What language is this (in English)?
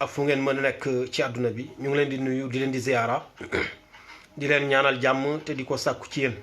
Wolof